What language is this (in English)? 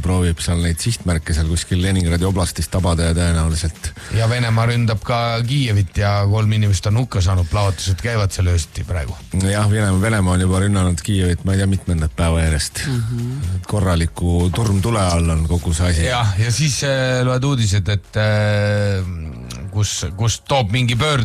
Estonian